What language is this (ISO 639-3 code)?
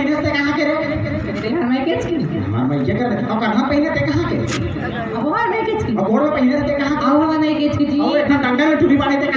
hne